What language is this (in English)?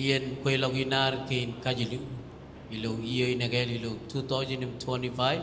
Marshallese